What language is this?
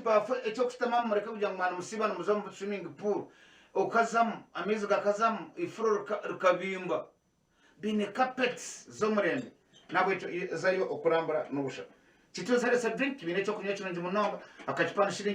Nyankole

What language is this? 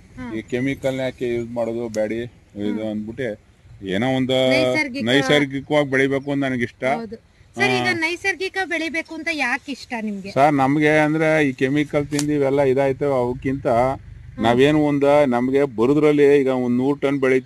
Kannada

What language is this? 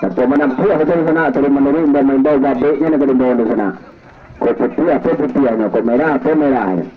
Minangkabau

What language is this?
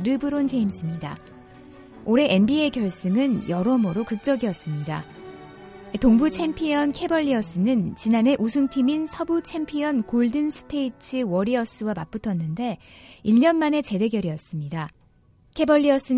Korean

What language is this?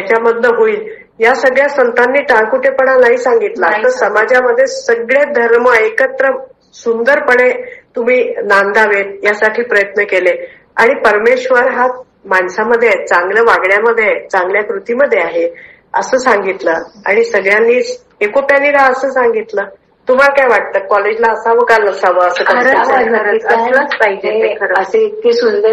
Marathi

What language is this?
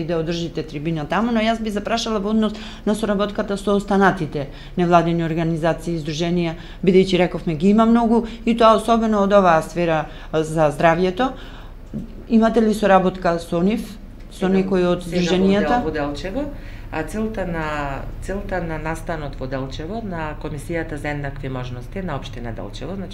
Macedonian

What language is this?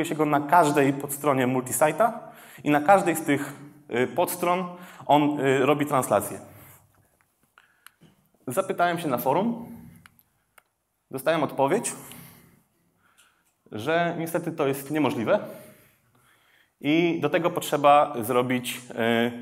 Polish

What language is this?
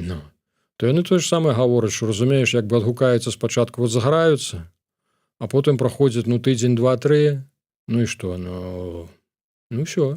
Belarusian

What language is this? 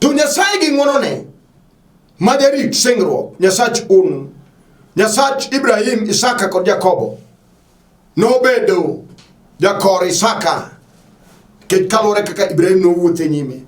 Luo (Kenya and Tanzania)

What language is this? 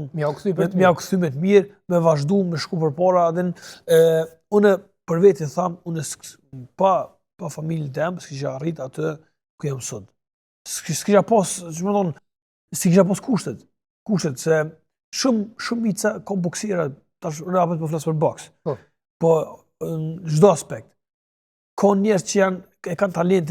Albanian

